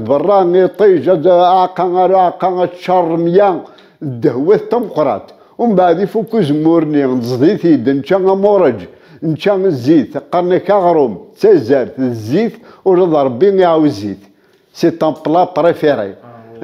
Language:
Kabyle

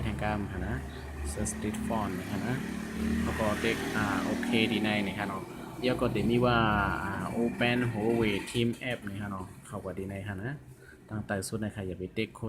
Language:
Shan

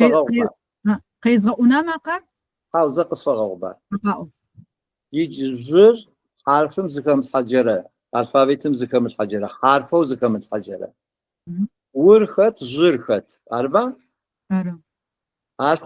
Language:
Adyghe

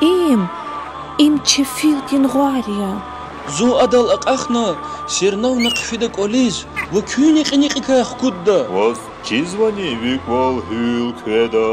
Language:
Lezghian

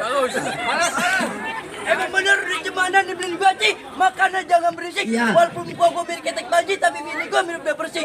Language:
Betawi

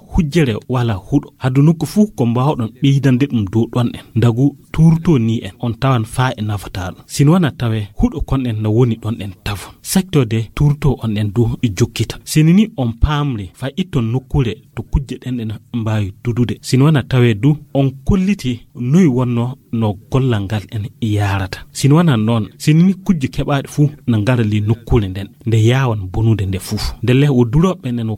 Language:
Fula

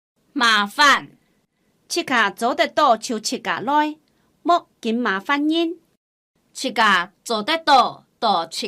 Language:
Hakka Chinese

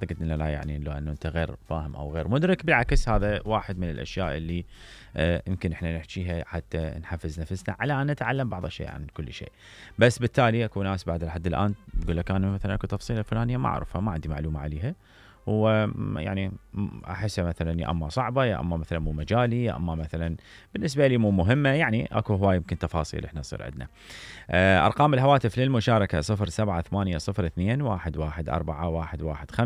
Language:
Mesopotamian Arabic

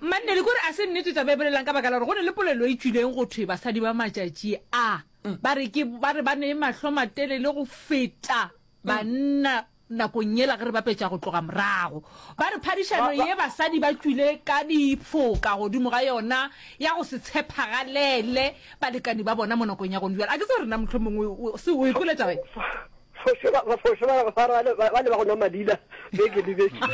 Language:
Northern Sotho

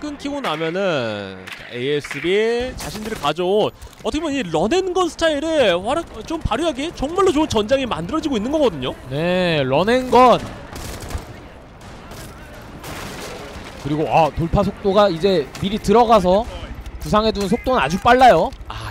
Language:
Korean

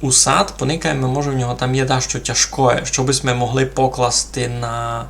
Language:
Rusyn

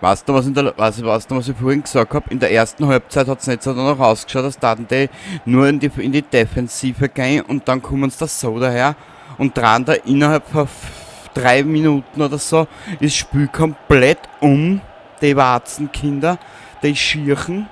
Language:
Bavarian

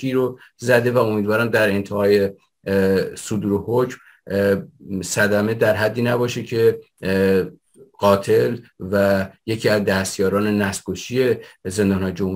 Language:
Persian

